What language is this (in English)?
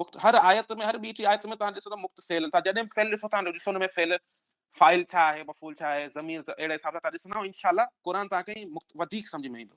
Sindhi